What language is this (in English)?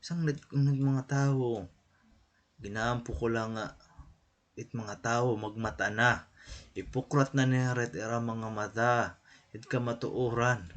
Waray